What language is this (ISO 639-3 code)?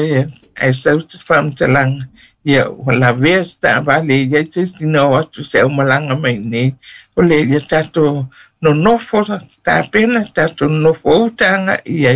smo